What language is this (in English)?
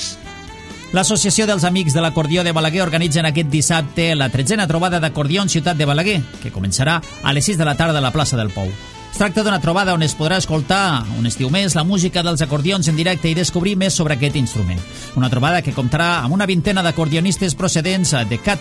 Catalan